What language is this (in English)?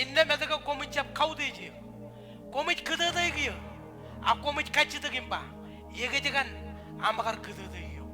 Marshallese